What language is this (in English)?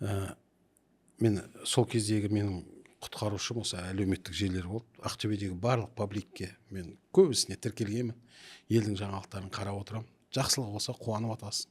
Kazakh